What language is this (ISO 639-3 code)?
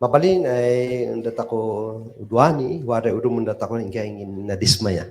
kne